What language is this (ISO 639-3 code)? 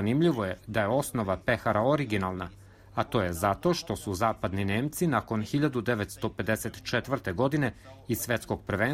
srp